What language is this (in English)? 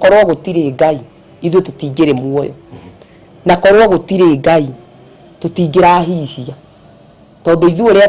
Kikuyu